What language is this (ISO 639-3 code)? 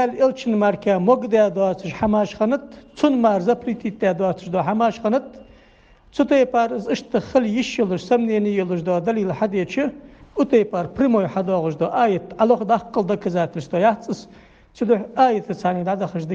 inh